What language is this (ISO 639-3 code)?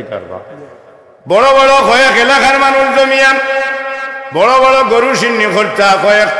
syl